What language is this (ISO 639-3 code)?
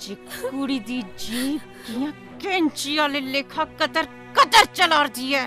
doi